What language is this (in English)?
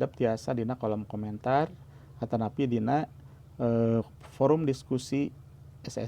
Sundanese